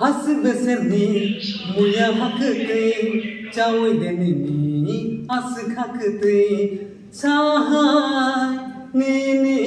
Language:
Kok Borok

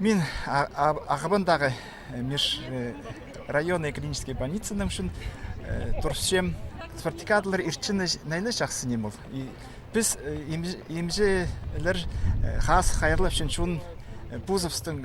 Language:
Khakas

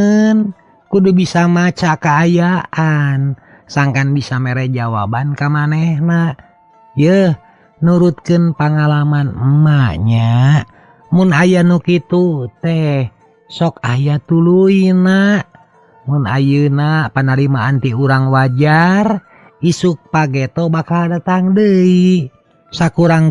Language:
Sundanese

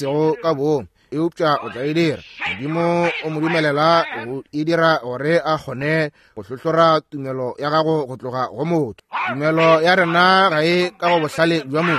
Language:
Northern Sotho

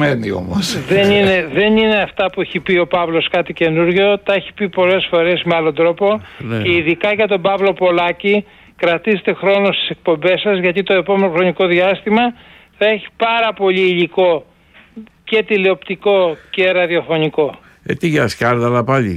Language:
Greek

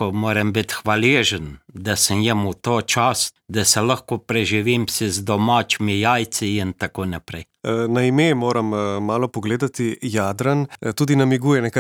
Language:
Slovenian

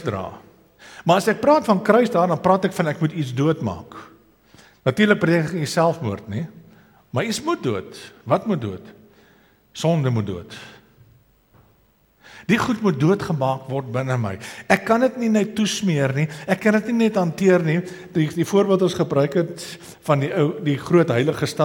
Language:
Afrikaans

